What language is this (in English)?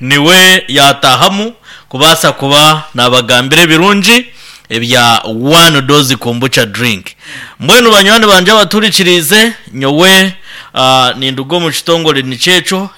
Nyankole